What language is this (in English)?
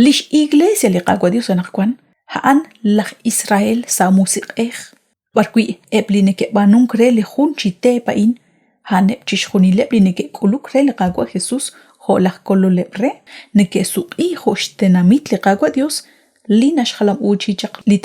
Kekchí